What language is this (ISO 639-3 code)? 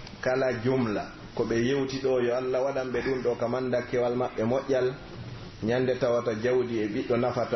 fuf